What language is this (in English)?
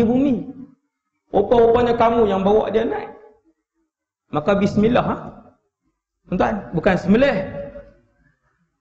Malay